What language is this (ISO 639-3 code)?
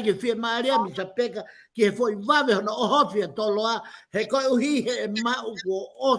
ton